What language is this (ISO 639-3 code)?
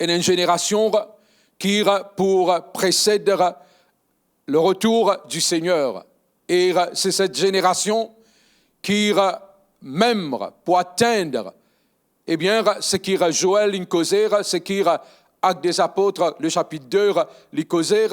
mfe